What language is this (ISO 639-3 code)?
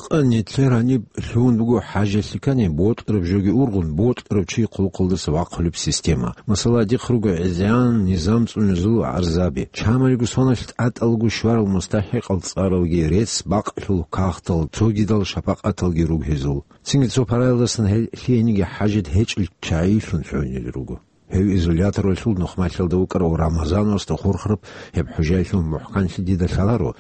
ava